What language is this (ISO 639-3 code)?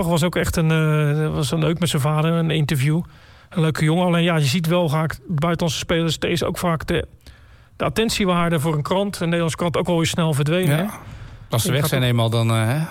nld